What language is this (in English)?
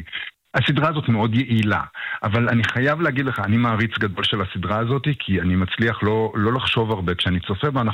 Hebrew